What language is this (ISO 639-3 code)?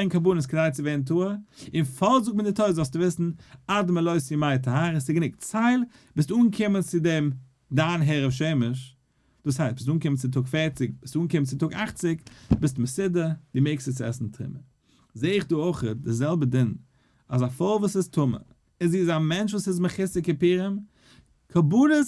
yid